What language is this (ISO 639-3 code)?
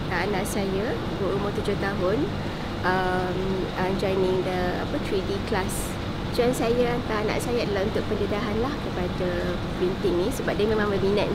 msa